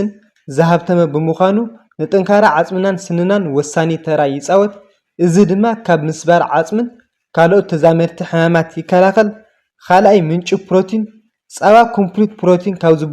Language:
Tigrinya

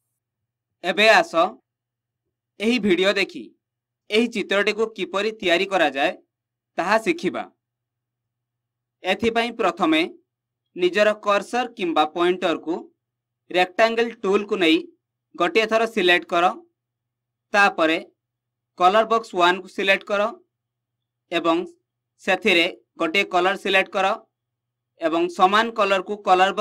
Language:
Odia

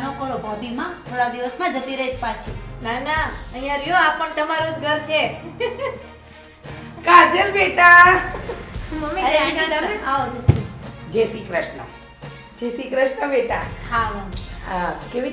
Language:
Gujarati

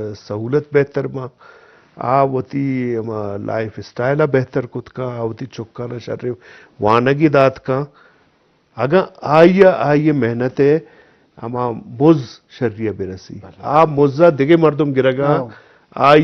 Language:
Eastern Balochi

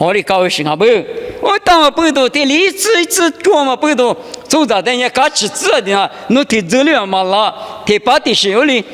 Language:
Lisu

